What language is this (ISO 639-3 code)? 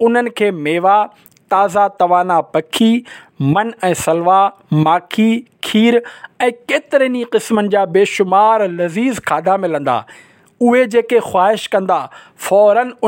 snd